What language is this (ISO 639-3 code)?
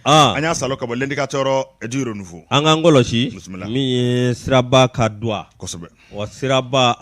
bam